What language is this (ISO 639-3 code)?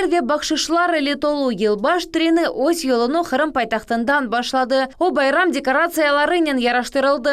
crh